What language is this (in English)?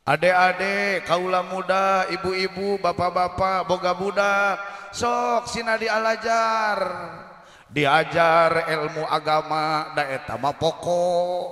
Sundanese